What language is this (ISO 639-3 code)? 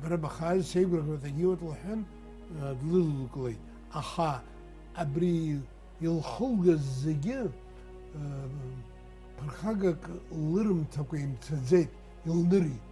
abk